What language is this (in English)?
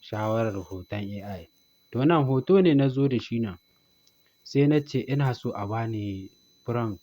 Hausa